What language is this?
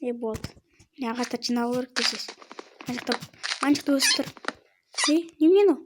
Kazakh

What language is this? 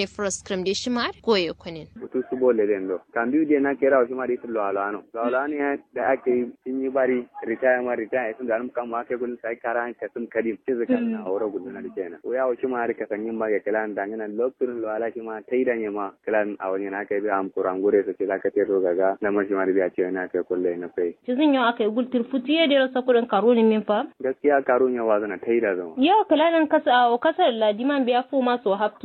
Kanuri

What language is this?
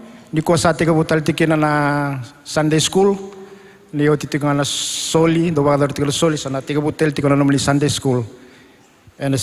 Fijian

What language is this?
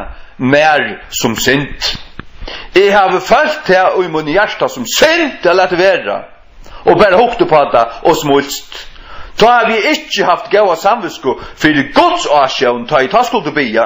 Faroese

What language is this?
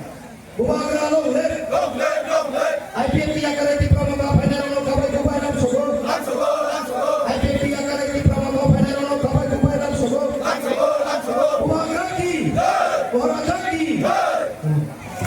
Kok Borok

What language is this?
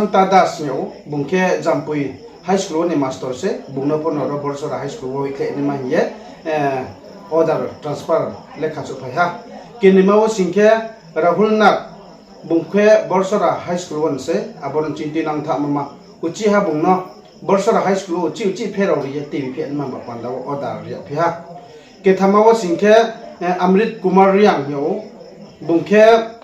Riang (India)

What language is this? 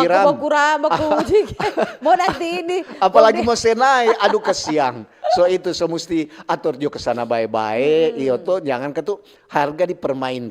Manado Malay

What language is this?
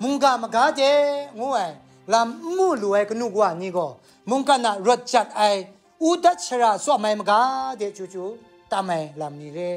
Kachin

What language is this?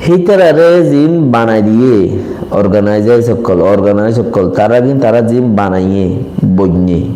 Rohingya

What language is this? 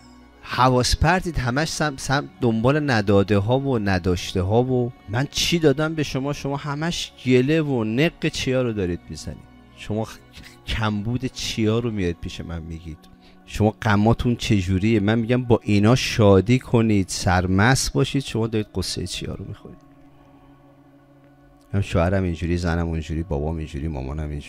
Persian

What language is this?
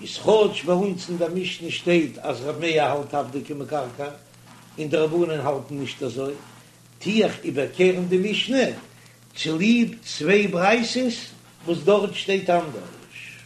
Yiddish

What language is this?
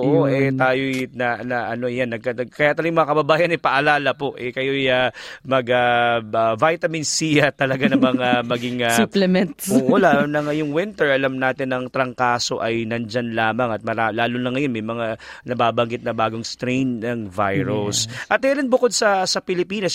Filipino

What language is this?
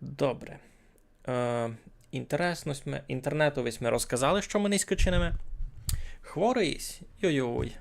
Rusyn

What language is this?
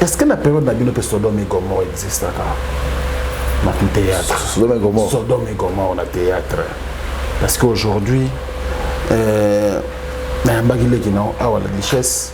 Lingala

